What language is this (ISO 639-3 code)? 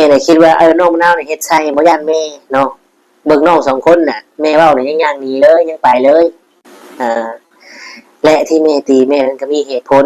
tts